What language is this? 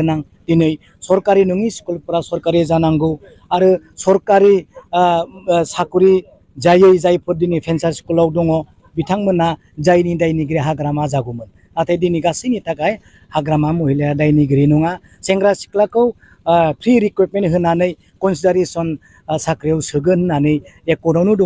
Bodo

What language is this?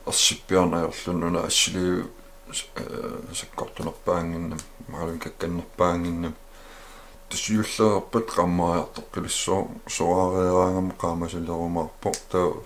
Kalaallisut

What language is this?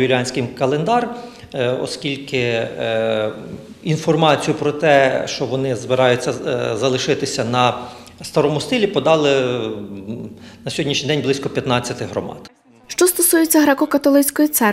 Ukrainian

